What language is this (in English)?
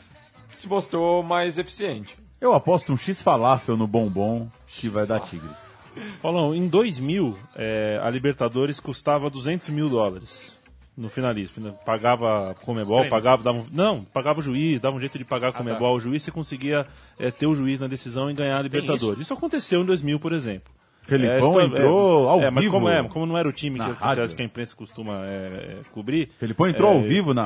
Portuguese